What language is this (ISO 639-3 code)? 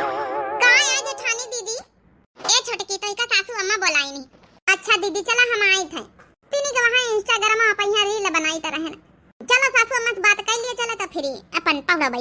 awa